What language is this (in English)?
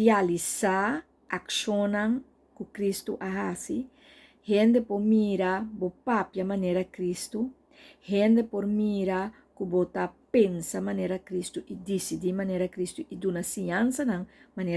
Papiamento